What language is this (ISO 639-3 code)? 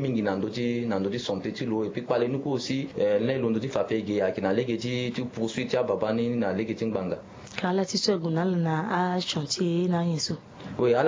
sag